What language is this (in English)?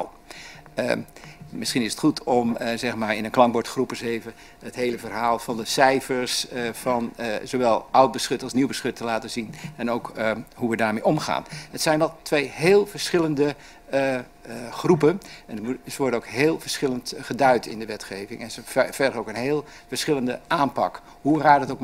Dutch